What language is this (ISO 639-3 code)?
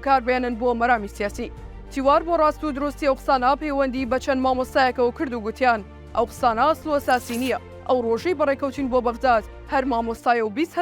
ckb